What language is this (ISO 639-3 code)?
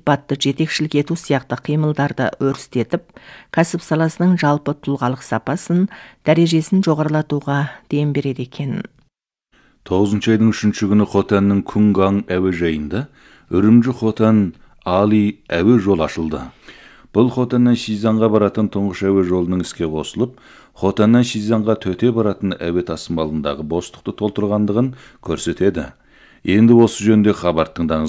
kaz